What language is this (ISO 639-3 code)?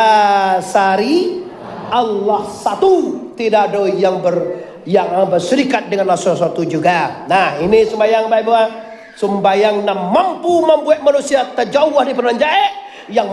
min